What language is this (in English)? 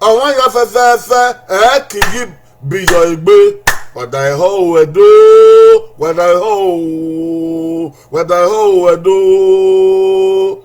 Bini